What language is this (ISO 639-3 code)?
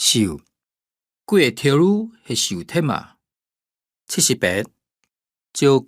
hak